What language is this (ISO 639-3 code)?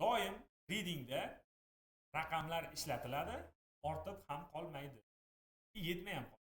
uzb